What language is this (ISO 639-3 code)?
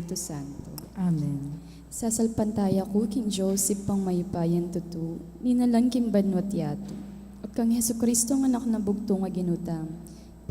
pam